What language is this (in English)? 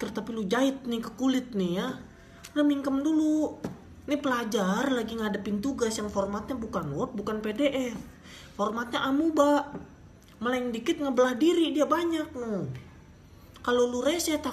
Betawi